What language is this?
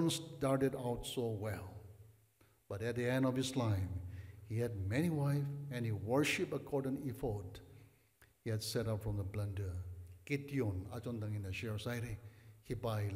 Tangkhul Naga (India)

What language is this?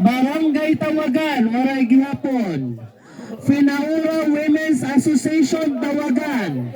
Waray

